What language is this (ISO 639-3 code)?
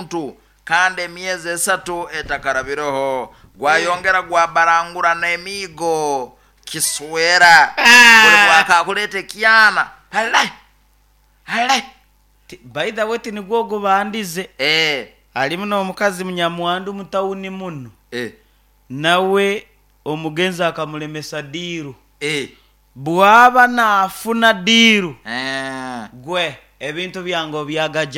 nyo